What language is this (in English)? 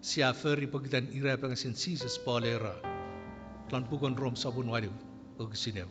Chuukese